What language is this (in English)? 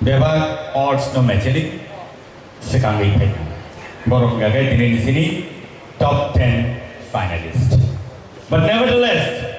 Kok Borok